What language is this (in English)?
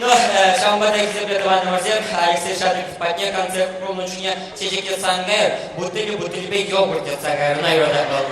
Chuvash